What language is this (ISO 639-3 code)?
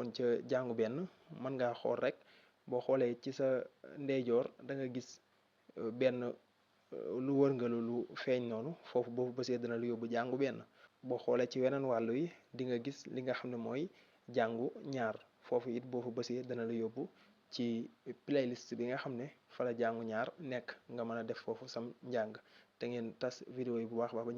wol